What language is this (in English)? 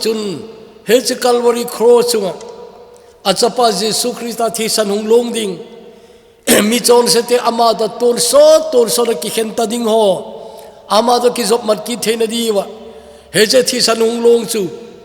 Thado Chin